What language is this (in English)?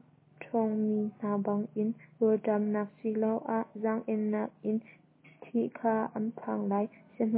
Hakha Chin